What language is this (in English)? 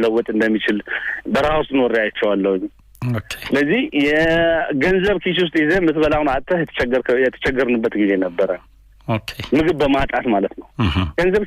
Amharic